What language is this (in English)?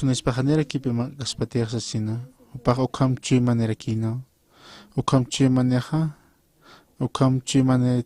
Aymara